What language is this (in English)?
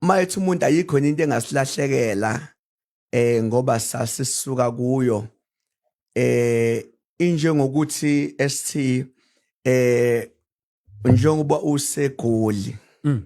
Zulu